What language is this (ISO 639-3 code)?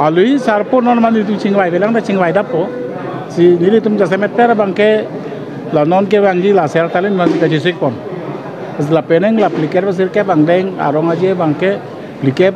mjw